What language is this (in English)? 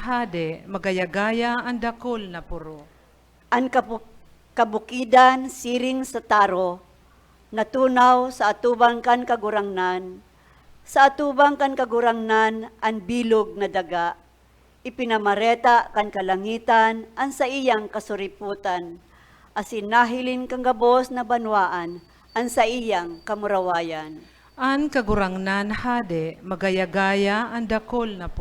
Bikol